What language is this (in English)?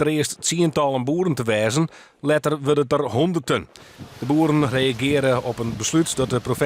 Western Frisian